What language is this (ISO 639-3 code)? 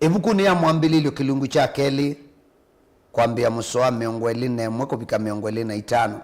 kam